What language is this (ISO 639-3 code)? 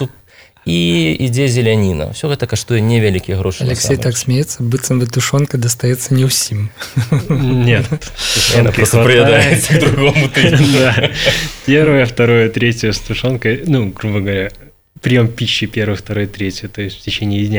bel